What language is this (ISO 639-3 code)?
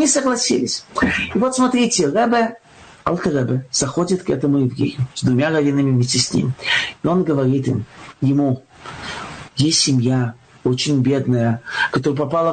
rus